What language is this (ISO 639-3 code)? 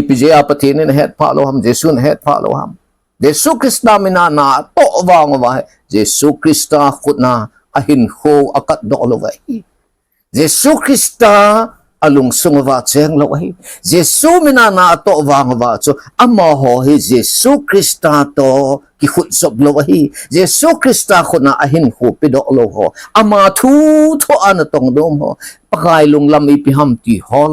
tcz